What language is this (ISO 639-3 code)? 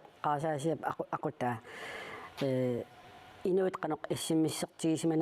kal